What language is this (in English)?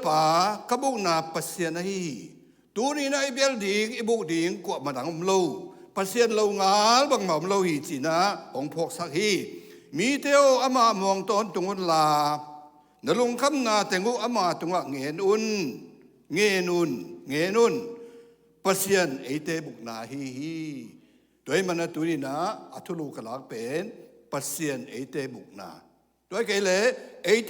Tedim Chin